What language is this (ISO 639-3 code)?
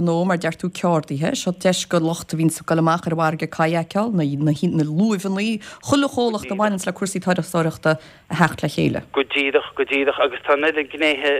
gle